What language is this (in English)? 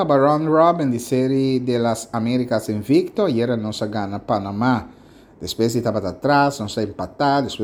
Papiamento